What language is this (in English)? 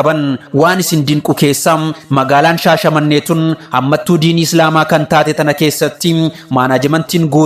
Oromo